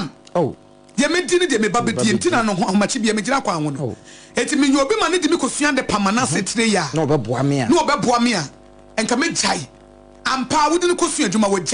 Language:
Akan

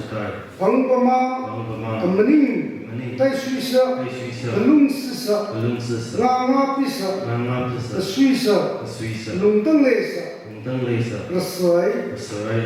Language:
Maram Naga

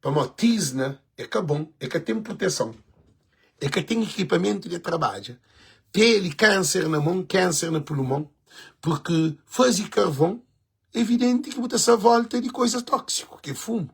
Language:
Kabuverdianu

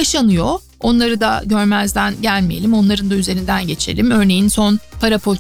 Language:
Turkish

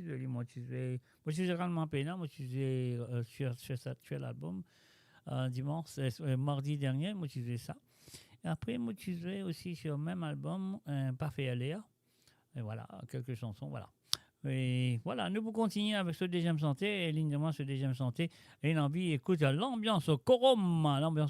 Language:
Morisyen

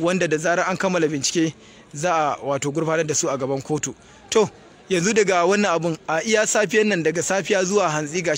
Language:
Hausa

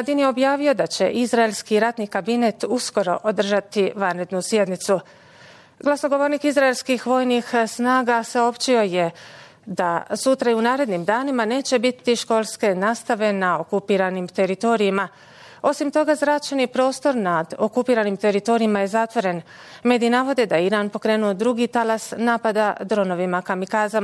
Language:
Bosnian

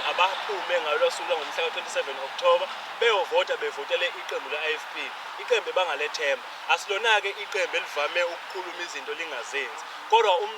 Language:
Zulu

